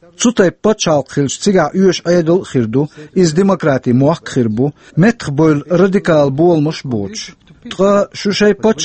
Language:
Chechen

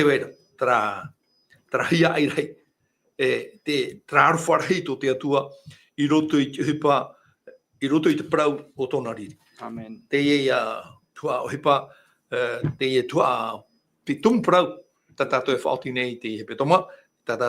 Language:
Tahitian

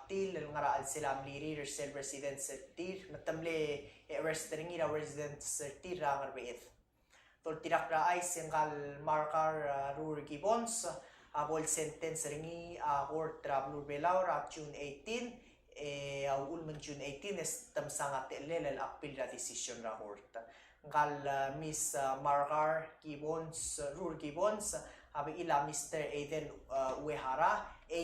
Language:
Palauan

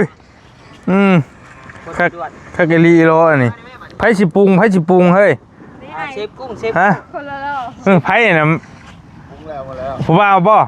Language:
Northeastern Thai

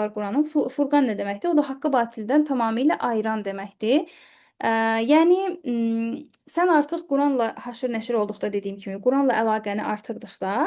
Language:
Azerbaijani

